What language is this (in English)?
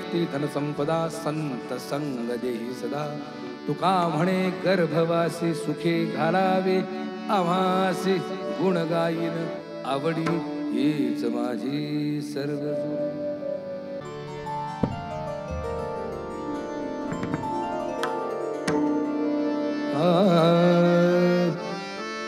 Marathi